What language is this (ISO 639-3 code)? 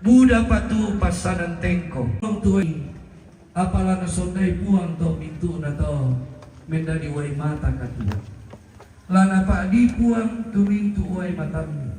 sda